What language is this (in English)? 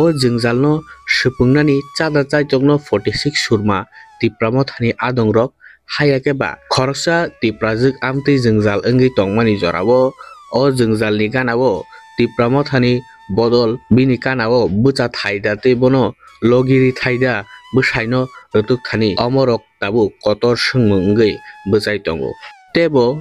Kok Borok